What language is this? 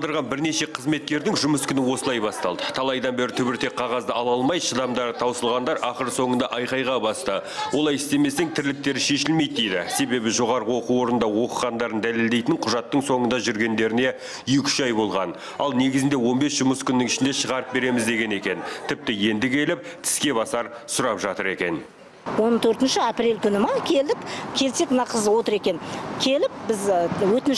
Kazakh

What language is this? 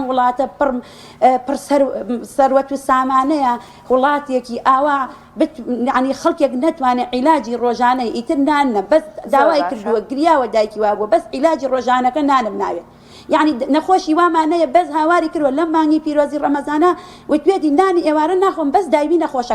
Central Kurdish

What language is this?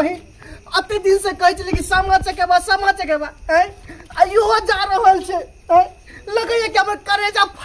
Maithili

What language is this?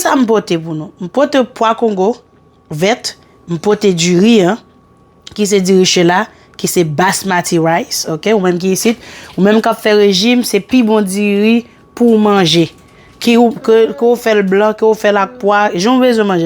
Haitian Creole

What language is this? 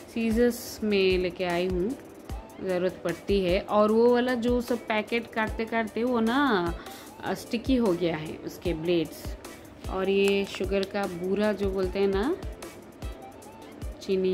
Hindi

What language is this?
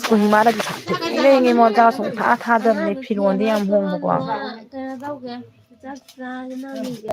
Manipuri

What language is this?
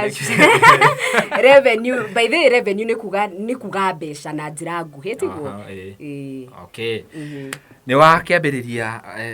Kikuyu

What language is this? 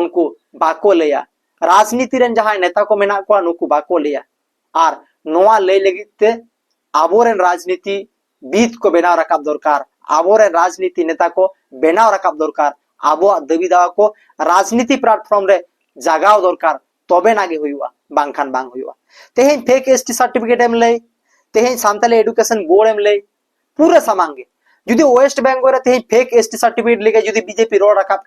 Santali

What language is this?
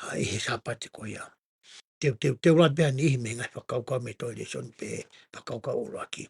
Tongan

